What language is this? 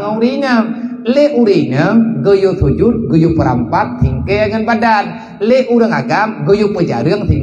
Achinese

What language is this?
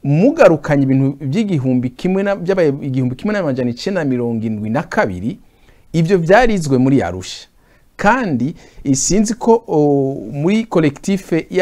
Rundi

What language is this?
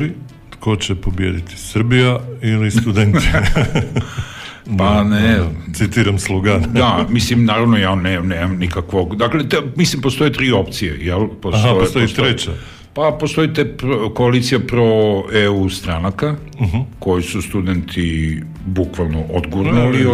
Serbian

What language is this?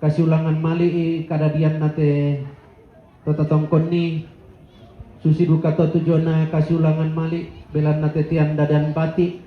Toraja-Sa'dan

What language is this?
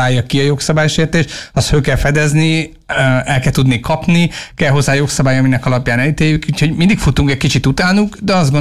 Hungarian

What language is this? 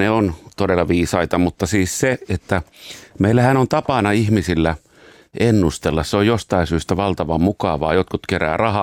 Finnish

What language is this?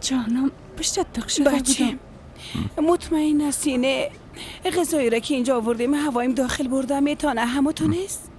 Persian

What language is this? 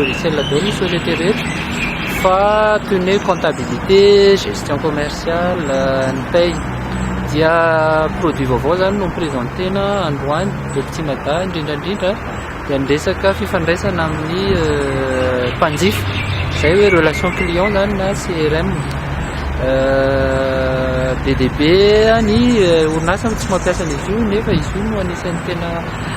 Malagasy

